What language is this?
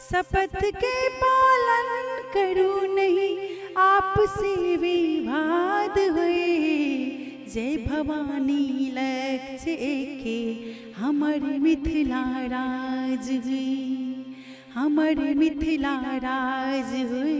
Maithili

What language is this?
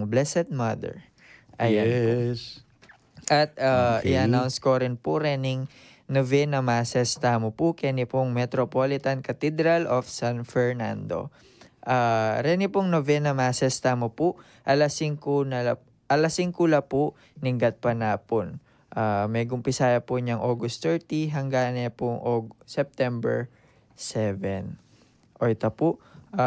Pampanga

